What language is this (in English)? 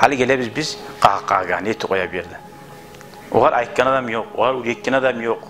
Kumyk